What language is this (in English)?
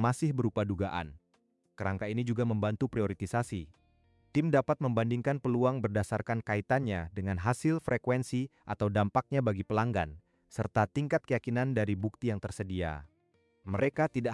Indonesian